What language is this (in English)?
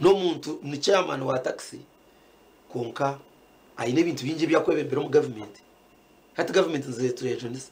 Nyankole